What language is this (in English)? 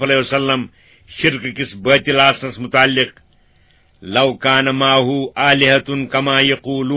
Kashmiri